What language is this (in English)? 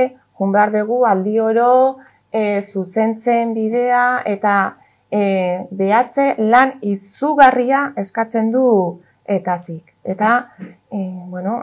Basque